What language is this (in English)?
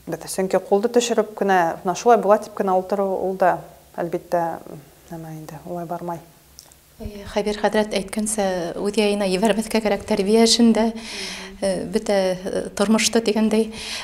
Bashkir